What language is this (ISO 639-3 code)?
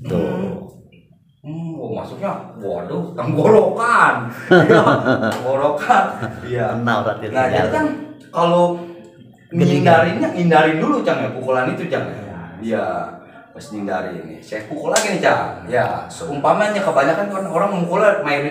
bew